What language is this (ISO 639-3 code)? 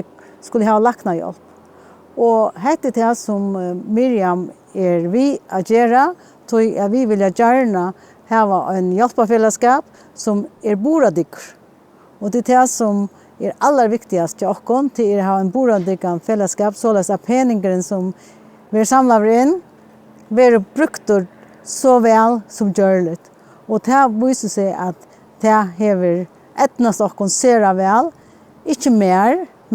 fao